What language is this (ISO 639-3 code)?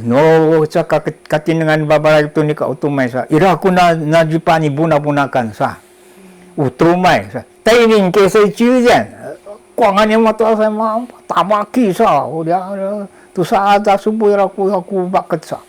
szy